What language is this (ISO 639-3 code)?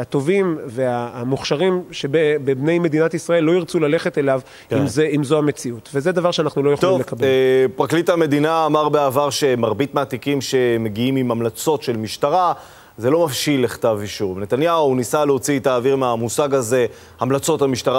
heb